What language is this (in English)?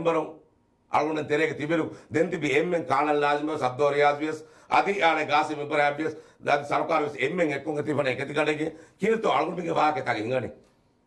Divehi